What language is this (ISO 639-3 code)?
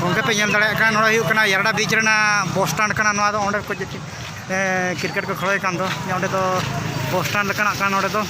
sat